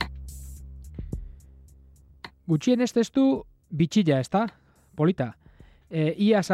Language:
Basque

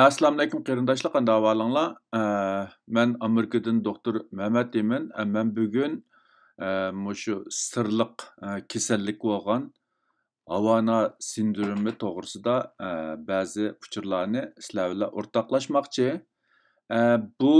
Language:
Uyghur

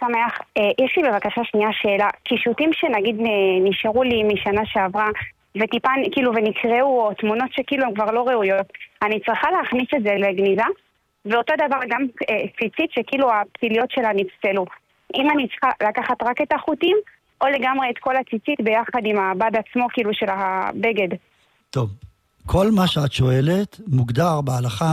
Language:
Hebrew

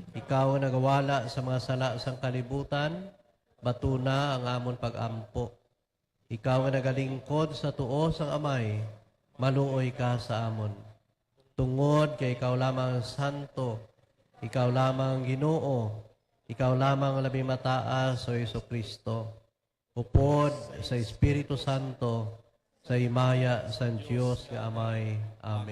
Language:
Hiligaynon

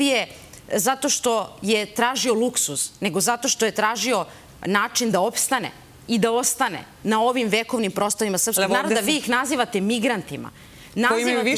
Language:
Serbian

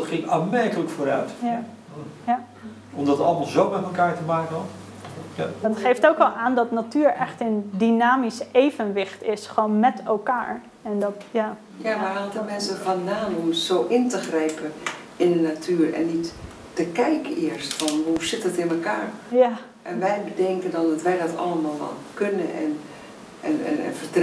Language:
Dutch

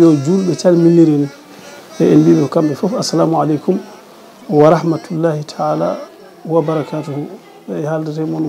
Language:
Fula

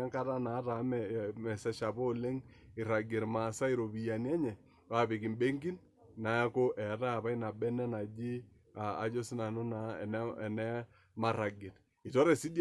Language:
Masai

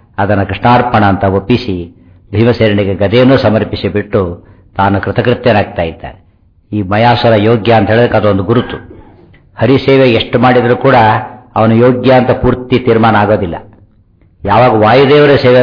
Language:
Kannada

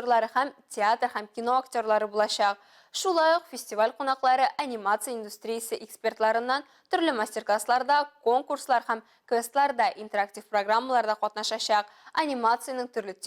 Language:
Tatar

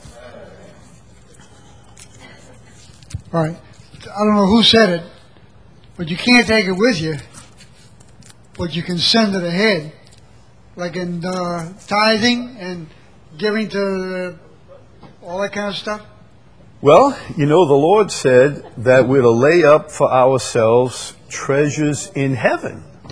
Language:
English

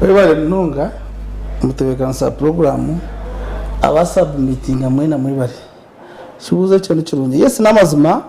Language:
Nyankole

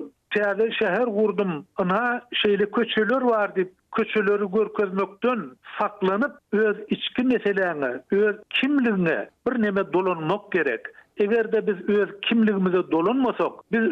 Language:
Turkmen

